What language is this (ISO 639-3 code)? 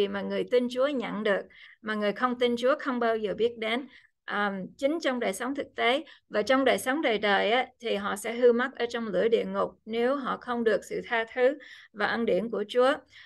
vie